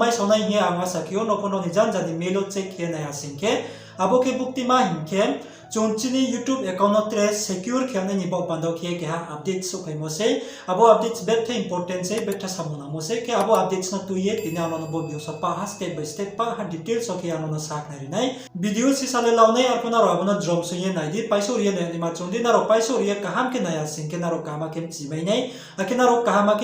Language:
Riang (India)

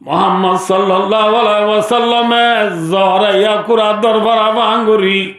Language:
Rohingya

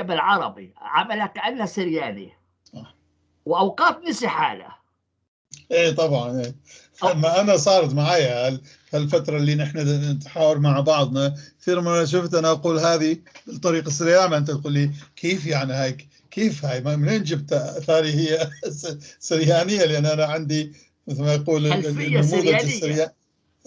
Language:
North Levantine Arabic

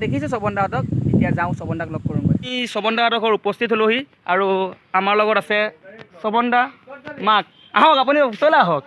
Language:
Assamese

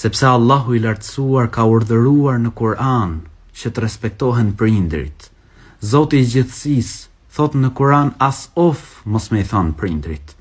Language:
Albanian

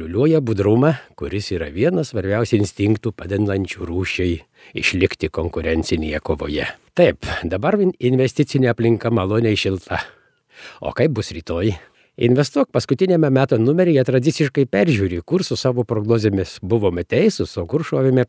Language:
Lithuanian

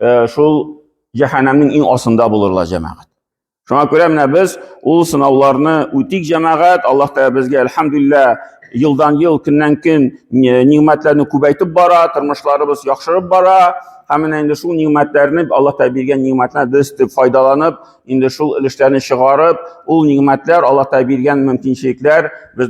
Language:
Tatar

